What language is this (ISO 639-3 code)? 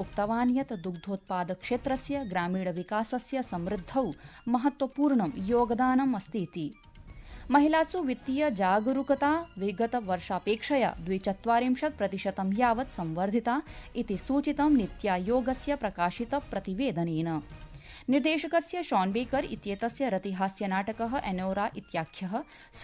san